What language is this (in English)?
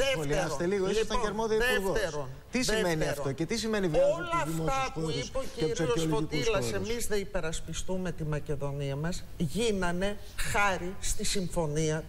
Greek